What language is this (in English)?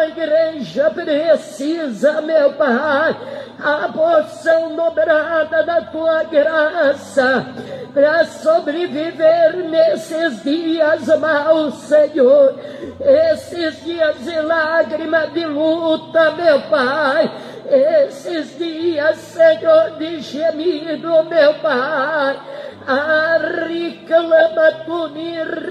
Portuguese